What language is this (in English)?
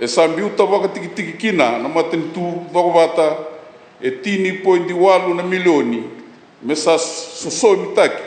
Fijian